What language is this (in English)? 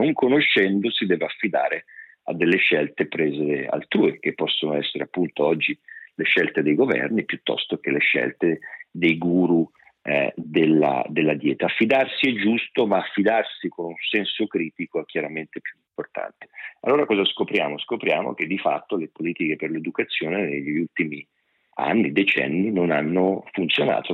Italian